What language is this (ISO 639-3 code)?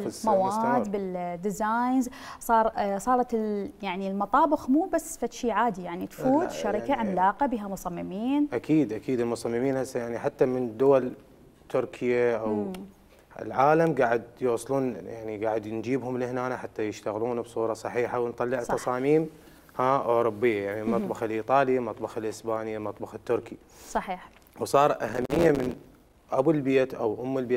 acm